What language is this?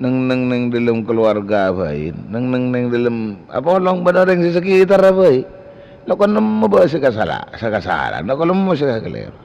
Madurese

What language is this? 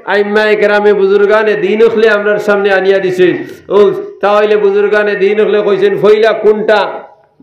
Sylheti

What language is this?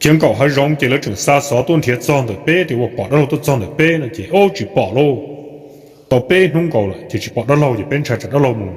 Hmong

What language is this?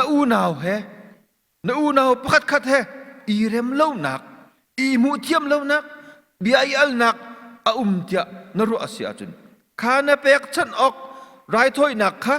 Hakha Chin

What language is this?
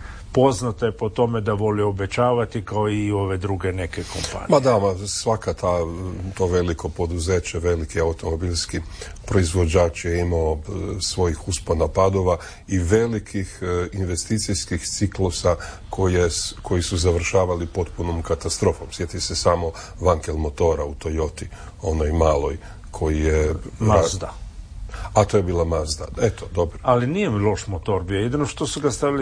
Croatian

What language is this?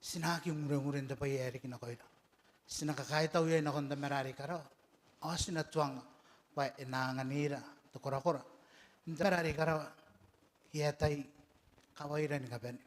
Gilbertese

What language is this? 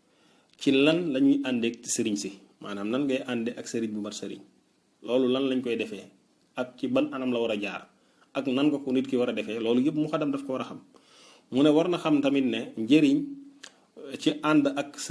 Wolof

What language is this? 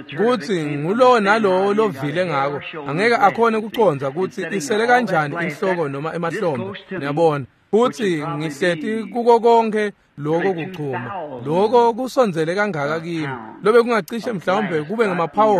Swati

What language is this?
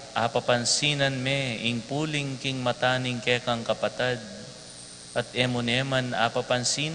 Pampanga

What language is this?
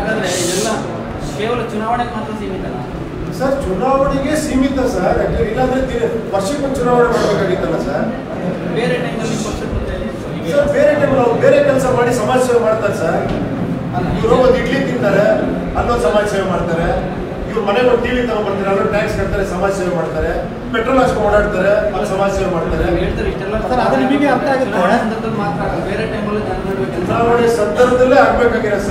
Kannada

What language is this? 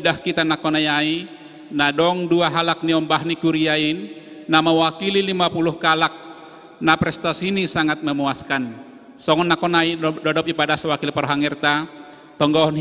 Batak Simalungun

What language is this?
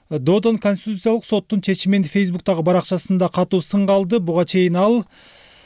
Kyrgyz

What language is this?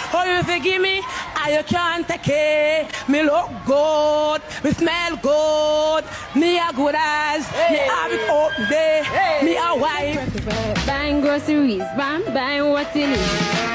Jamaican Creole English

